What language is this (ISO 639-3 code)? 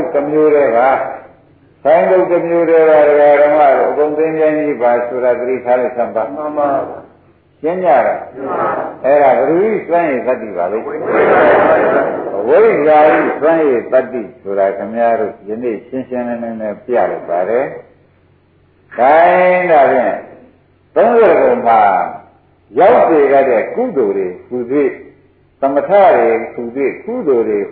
mya